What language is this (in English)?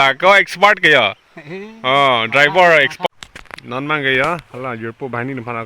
Karbi